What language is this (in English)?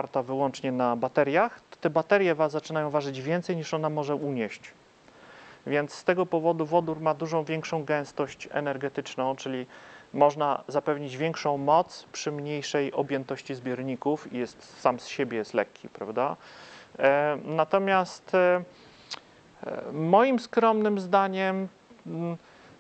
Polish